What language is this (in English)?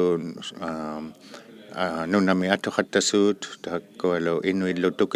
Inuktitut